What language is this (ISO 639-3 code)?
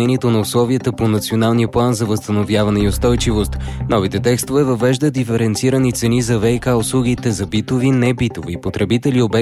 bul